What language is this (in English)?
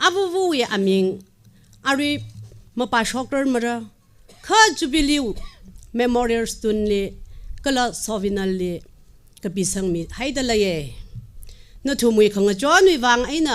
Tangkhul Naga (India)